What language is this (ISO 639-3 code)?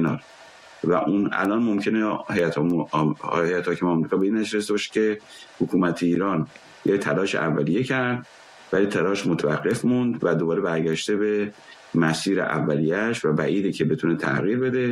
fas